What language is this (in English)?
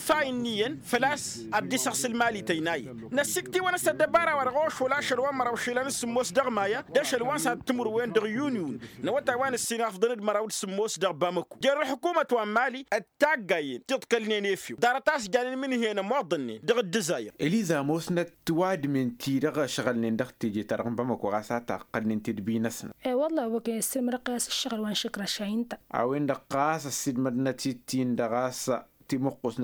Tamasheq